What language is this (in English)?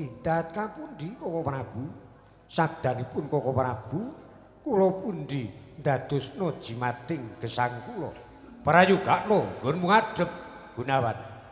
Javanese